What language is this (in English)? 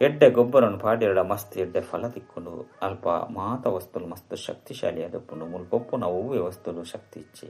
Tulu